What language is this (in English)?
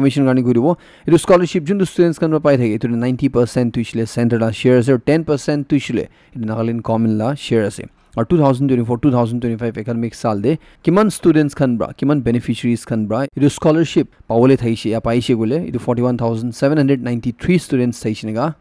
Naga Pidgin